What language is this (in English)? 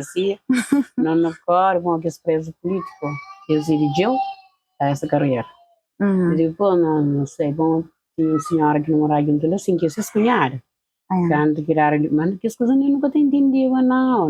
Kabuverdianu